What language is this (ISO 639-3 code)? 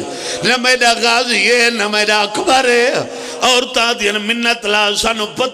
phr